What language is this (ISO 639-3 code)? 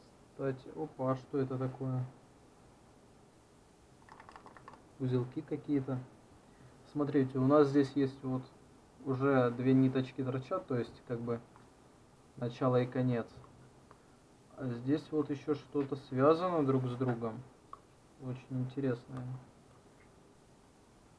rus